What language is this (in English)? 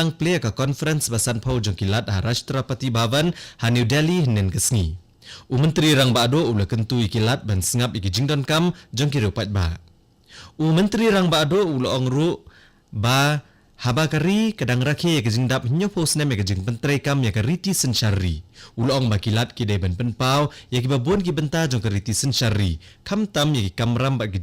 Khasi